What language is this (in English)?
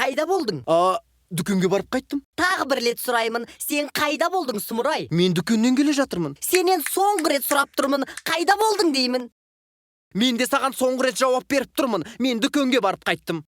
Kazakh